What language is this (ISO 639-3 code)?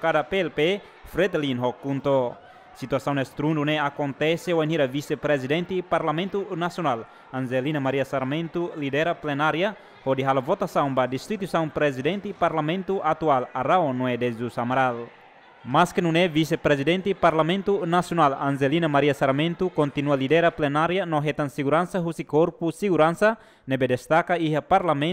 tet